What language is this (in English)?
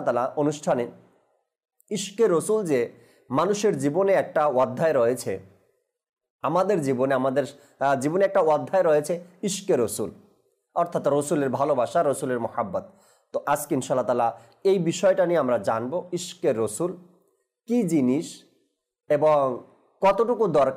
Bangla